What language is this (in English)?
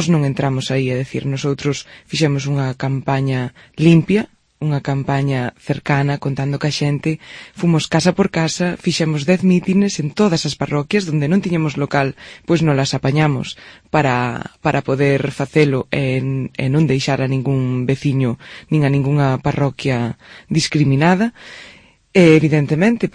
Galician